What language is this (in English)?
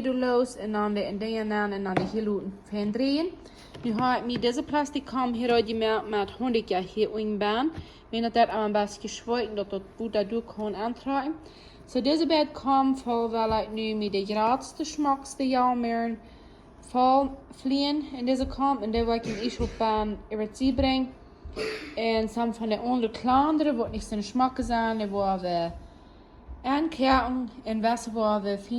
Plautdietsch